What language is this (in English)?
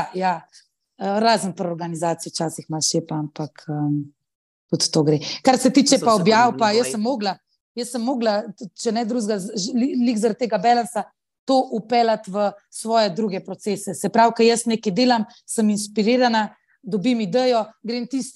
Slovenian